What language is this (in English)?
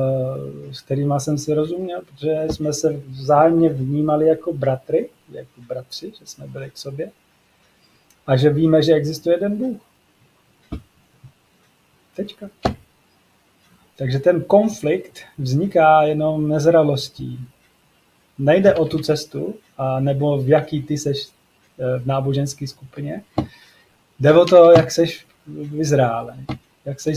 Czech